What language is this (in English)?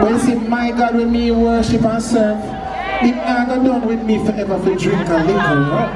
Jamaican Creole English